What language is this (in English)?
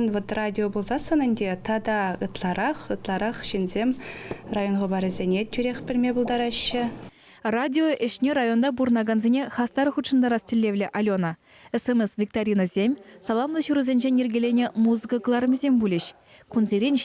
Chuvash